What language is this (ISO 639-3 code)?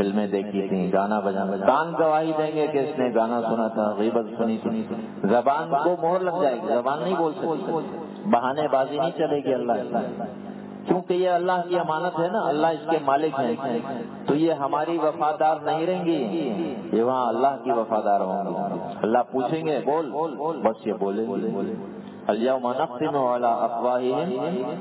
urd